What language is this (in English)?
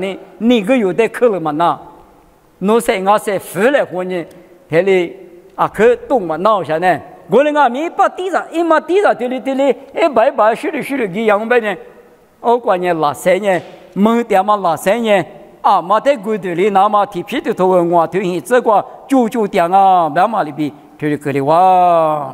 Lisu